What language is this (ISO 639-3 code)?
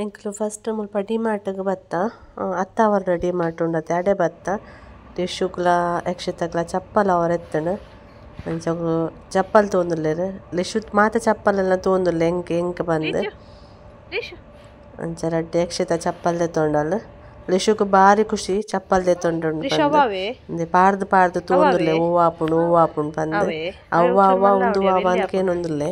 tcy